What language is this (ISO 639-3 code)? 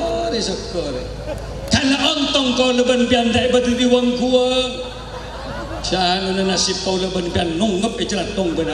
mad